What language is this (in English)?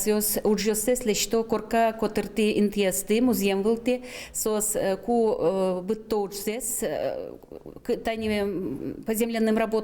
Udmurt